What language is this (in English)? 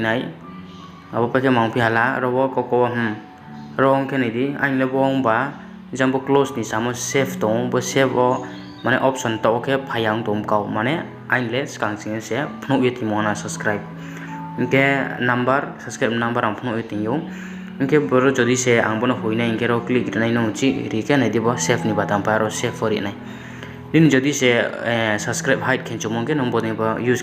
Riang (India)